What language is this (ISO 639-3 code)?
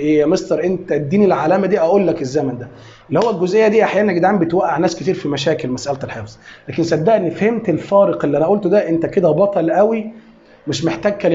arz